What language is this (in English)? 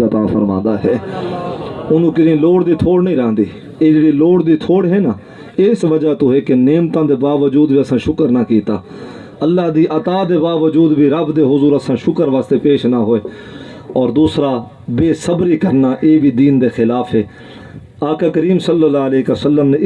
Saraiki